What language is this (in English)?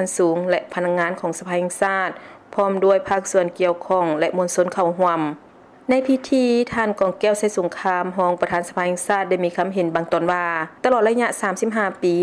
Lao